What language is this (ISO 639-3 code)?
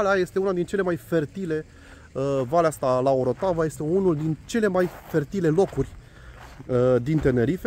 ron